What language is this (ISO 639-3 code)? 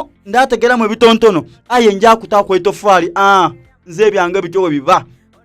xog